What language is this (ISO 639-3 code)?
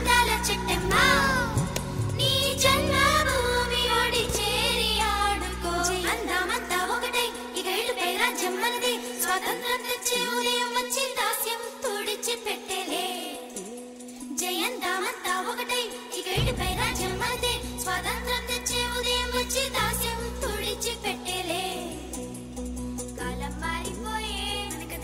tel